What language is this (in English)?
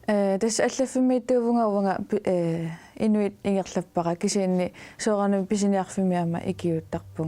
Kalaallisut